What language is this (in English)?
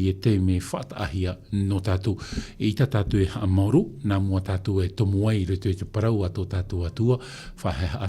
Tahitian